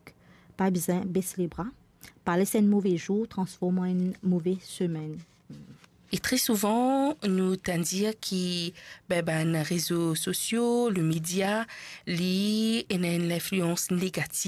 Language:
Morisyen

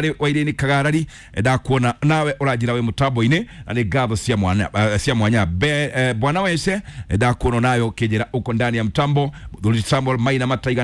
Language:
Kikuyu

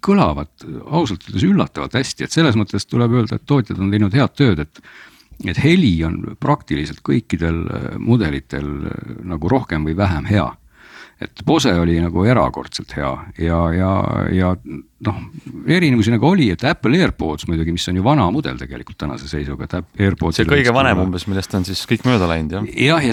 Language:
Estonian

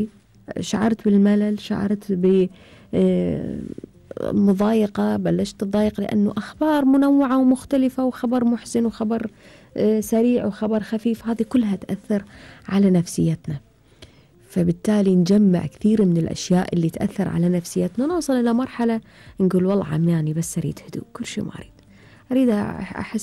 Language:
Gulf Arabic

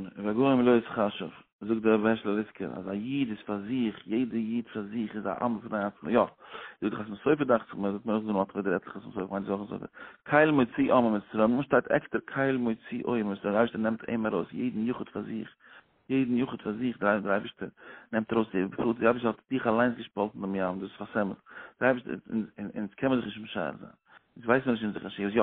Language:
Yiddish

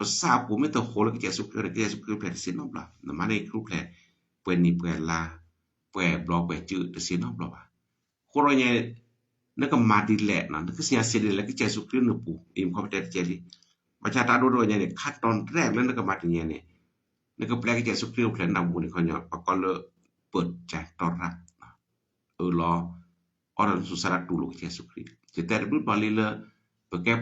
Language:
S'gaw Karen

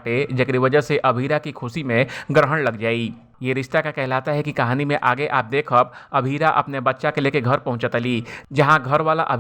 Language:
Bhojpuri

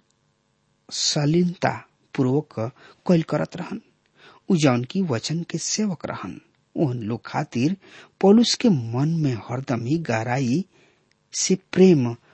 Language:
Bhojpuri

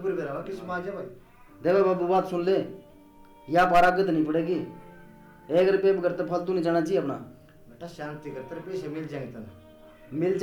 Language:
Haryanvi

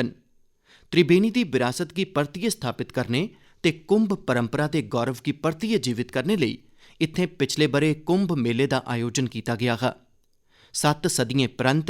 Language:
Dogri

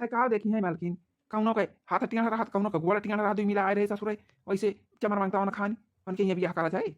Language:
Awadhi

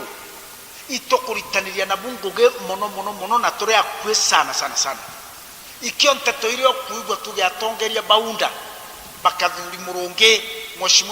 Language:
Meru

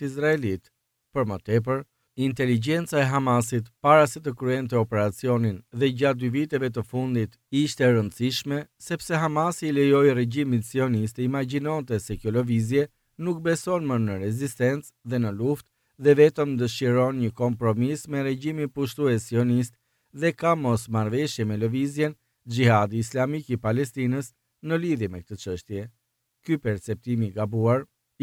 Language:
Albanian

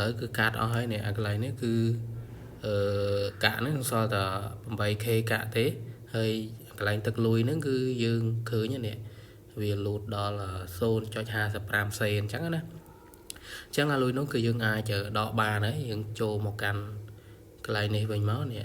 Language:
Khmer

